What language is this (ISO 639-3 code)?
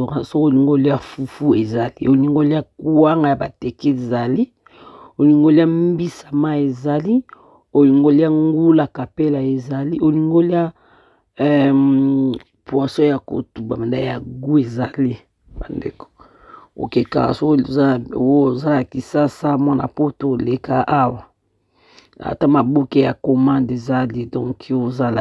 lin